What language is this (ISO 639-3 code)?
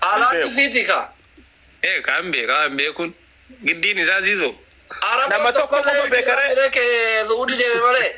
orm